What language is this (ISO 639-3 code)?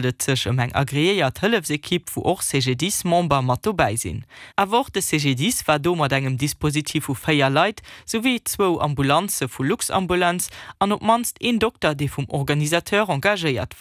ltz